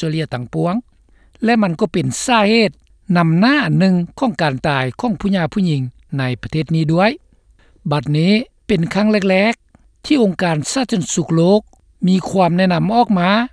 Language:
Lao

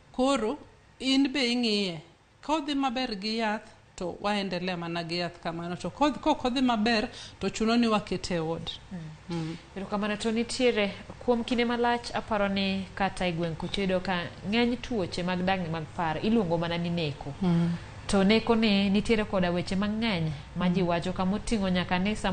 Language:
Luo (Kenya and Tanzania)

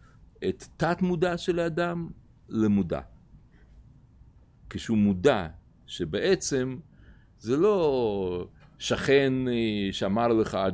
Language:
Hebrew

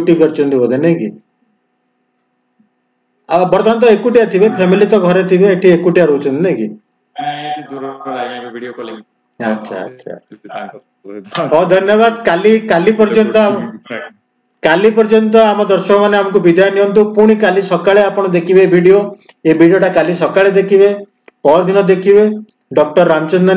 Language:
Odia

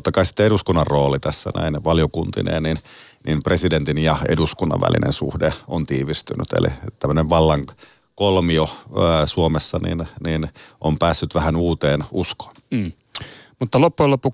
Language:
Finnish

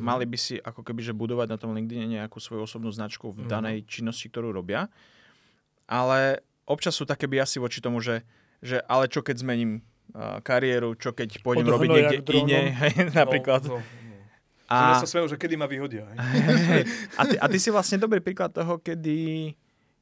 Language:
Slovak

